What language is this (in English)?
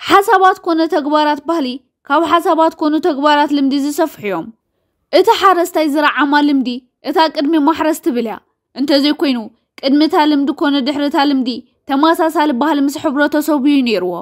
Tigrinya